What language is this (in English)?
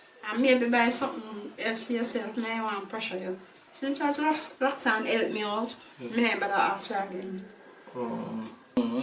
Jamaican Creole English